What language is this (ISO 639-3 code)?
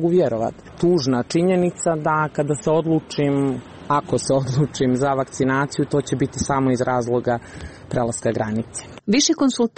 srp